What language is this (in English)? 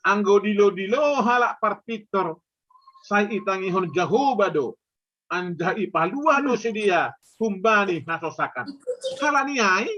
Batak Simalungun